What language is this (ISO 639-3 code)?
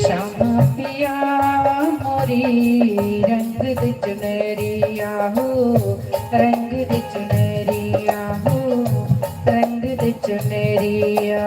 doi